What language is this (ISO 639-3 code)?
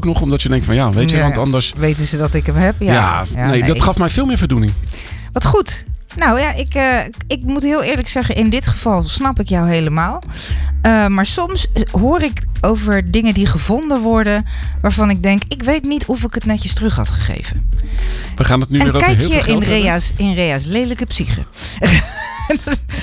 nld